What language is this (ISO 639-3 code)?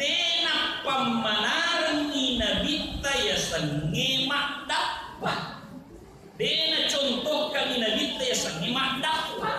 bug